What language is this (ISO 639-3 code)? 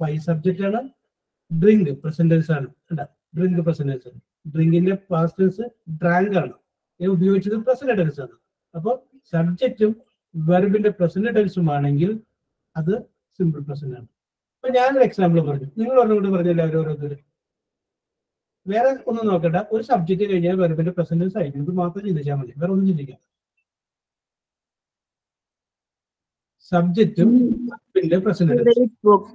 mal